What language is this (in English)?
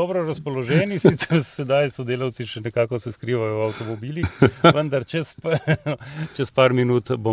Slovenian